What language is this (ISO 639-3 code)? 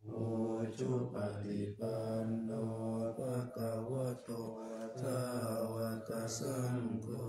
pli